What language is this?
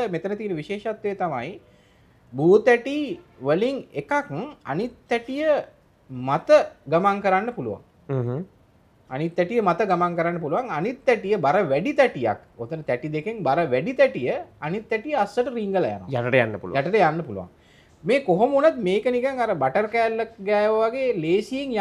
Sinhala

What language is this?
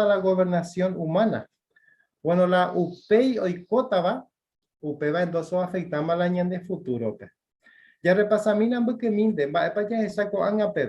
Guarani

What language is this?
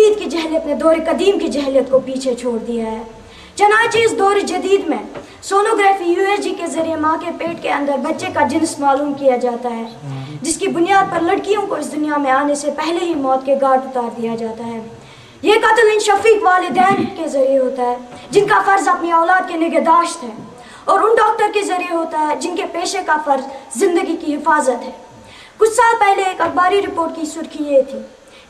Urdu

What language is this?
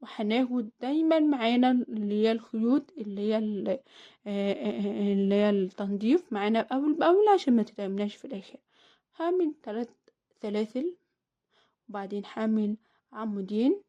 Egyptian Arabic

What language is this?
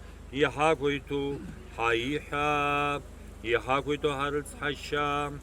Abkhazian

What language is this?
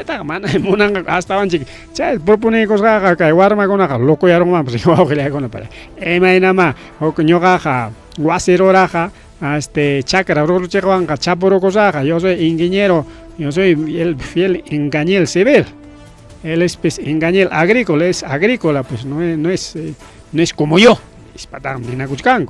Ayacucho Quechua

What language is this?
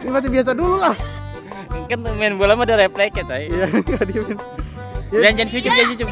Betawi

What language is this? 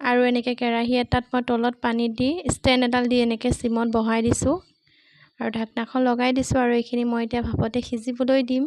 Assamese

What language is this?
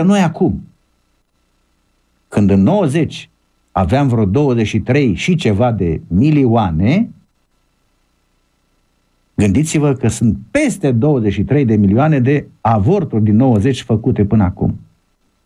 Romanian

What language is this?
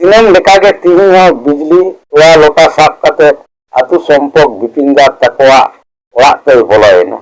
Santali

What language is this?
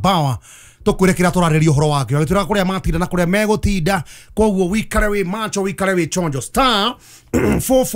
Kikuyu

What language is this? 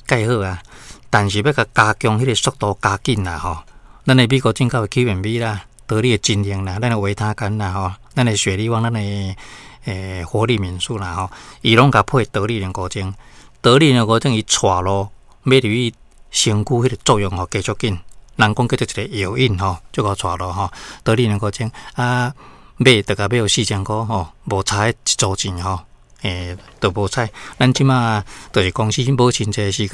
Min Nan Chinese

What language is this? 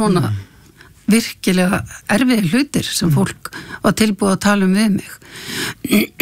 Icelandic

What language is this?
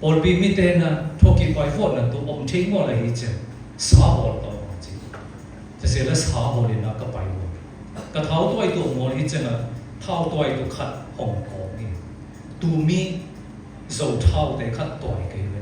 Siyin Chin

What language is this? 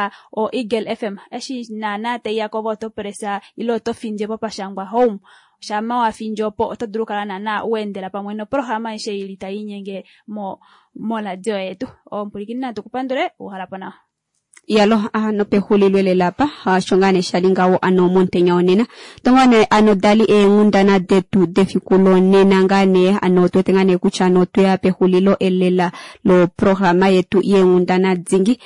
Kuanyama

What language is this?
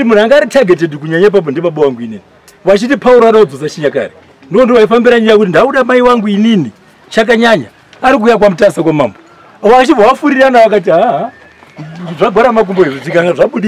Shona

